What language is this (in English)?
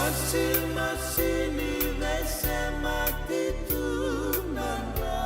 Fijian